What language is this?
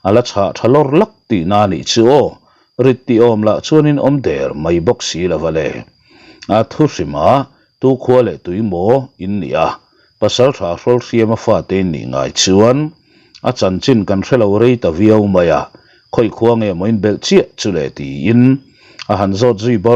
Mizo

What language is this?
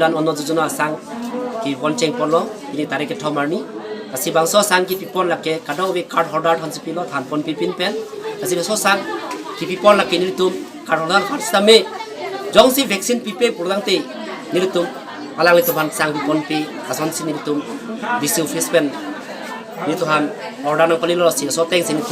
Karbi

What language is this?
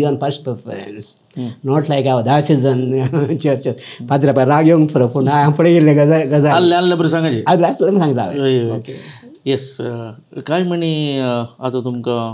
Konkani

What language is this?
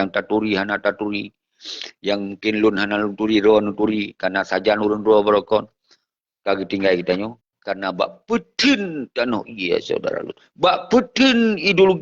Achinese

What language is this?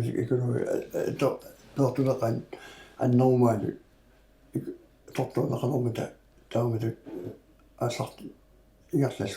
Kalaallisut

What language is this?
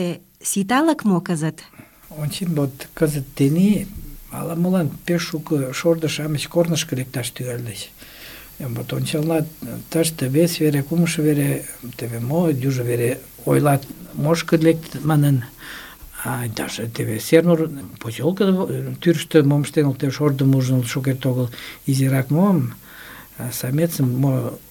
Mari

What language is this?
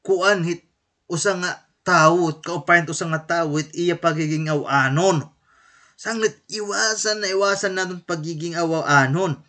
Waray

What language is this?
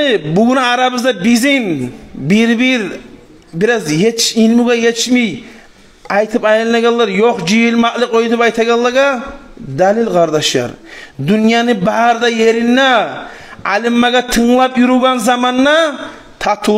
Kumyk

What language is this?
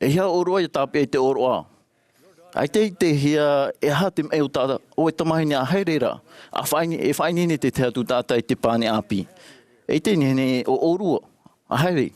Tahitian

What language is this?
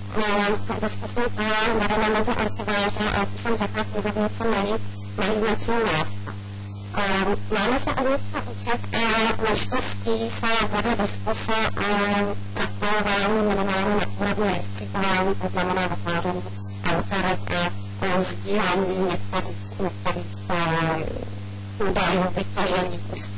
Czech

